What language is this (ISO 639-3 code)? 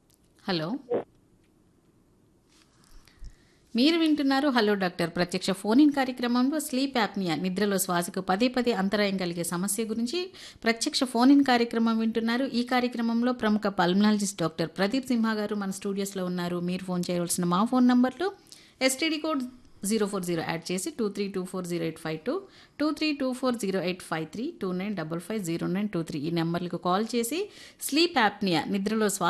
tel